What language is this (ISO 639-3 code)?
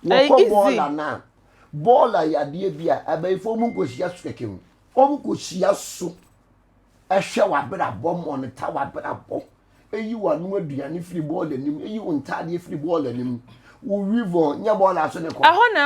aka